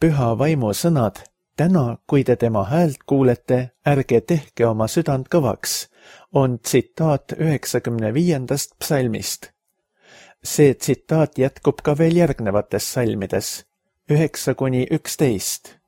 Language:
Estonian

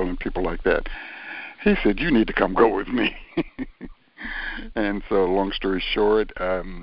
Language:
English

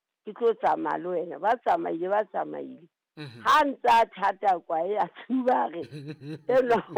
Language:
Southern Sotho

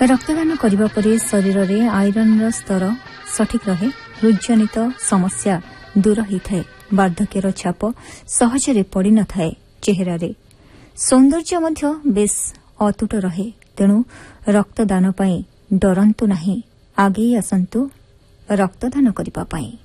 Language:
Odia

